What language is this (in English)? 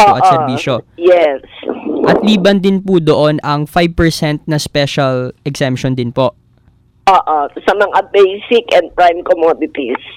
Filipino